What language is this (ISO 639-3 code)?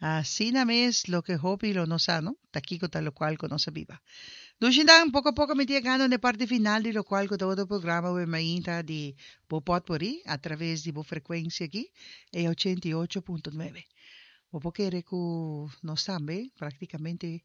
pap